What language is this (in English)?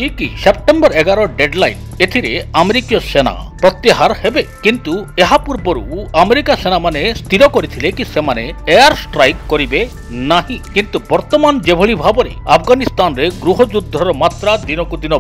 Odia